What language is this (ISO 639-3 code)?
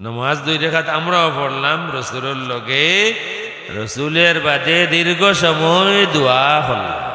syl